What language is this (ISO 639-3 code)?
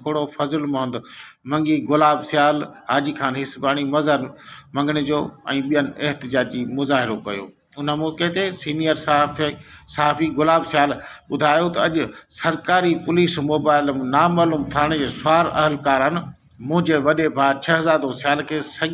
snd